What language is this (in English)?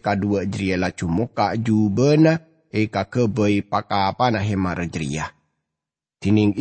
Madurese